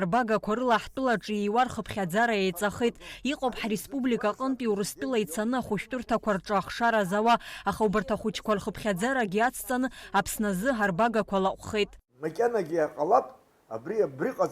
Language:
Abkhazian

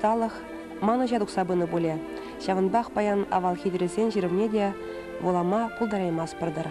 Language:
Chuvash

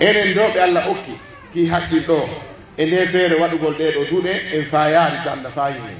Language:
Pular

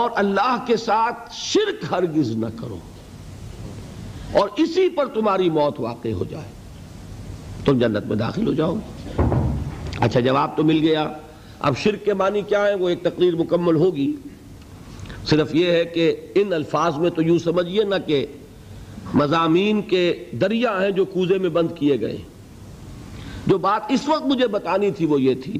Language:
Urdu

